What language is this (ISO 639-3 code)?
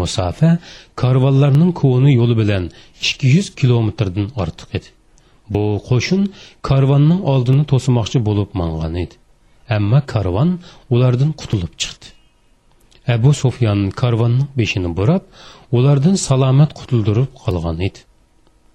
uig